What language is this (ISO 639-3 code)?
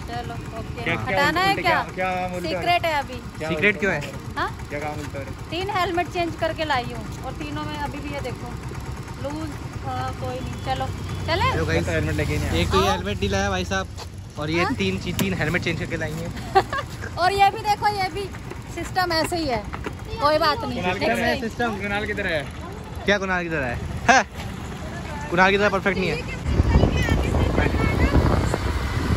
hin